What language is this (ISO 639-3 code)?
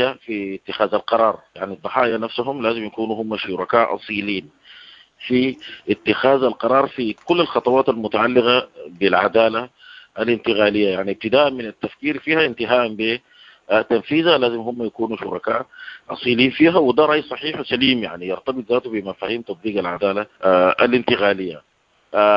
apd